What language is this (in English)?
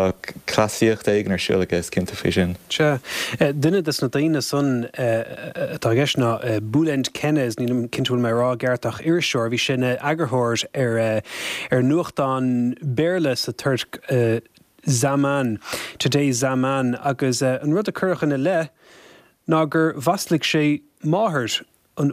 Irish